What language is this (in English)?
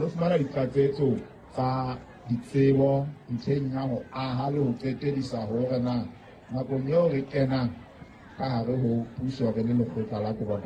Southern Sotho